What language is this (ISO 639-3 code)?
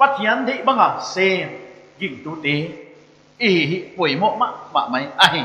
pck